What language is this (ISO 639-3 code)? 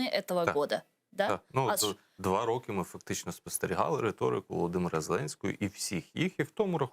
crh